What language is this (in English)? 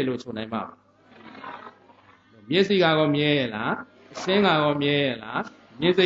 Burmese